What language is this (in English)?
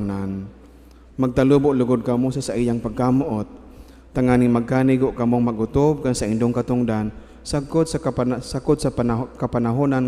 Bikol